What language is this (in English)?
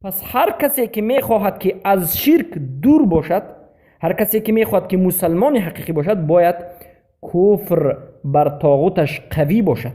Persian